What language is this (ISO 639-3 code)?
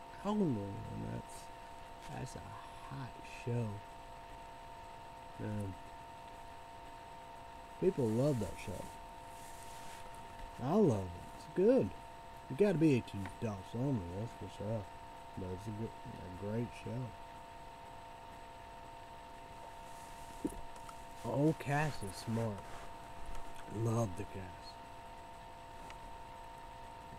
eng